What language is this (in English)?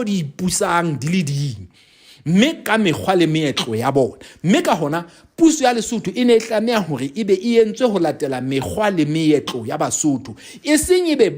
Southern Sotho